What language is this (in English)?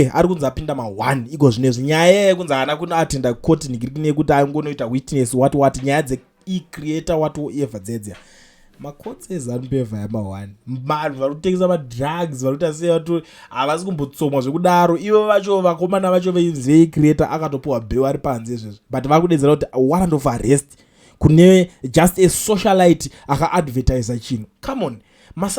Shona